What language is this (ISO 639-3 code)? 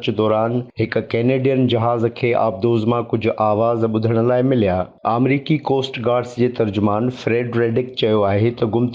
snd